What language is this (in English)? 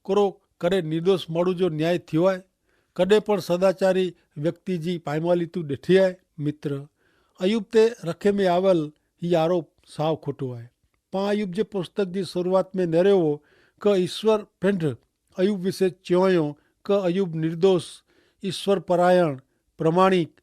Kachhi